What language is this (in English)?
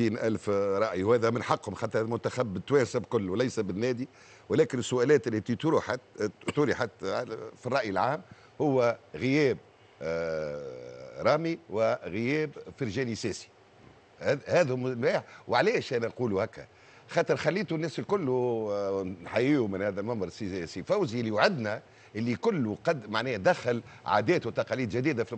Tunisian Arabic